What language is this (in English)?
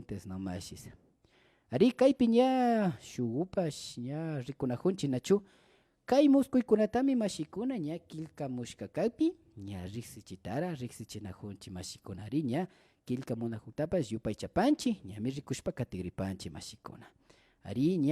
Imbabura Highland Quichua